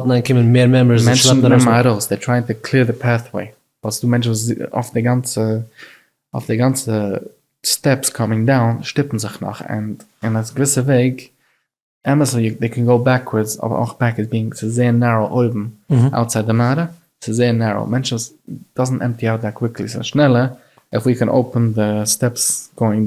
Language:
Yiddish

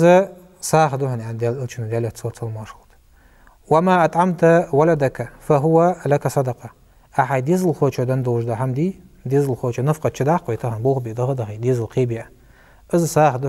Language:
Ingush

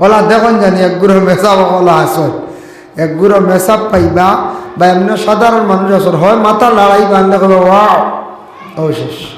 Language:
Sylheti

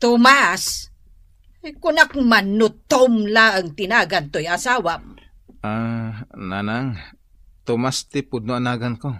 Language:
Iloko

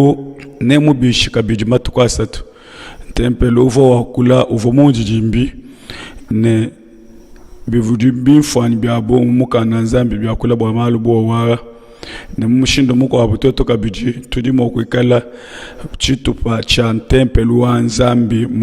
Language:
Luba-Lulua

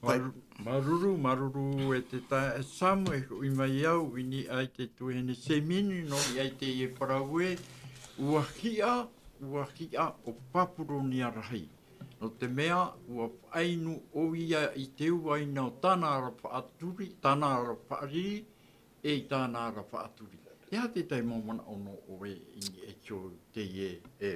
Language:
Tahitian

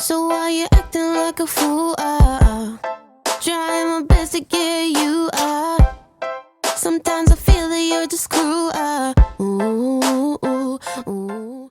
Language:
Banjar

